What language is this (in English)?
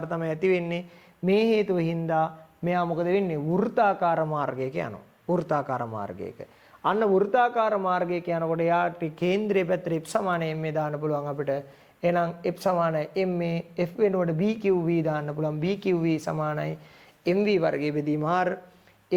Sinhala